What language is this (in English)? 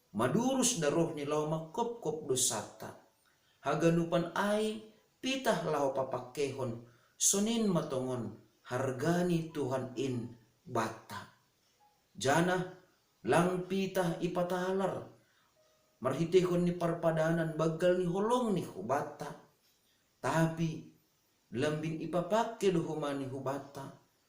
Batak Simalungun